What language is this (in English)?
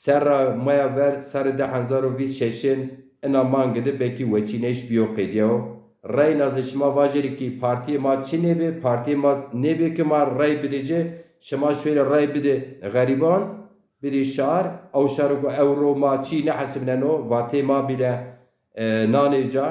Zaza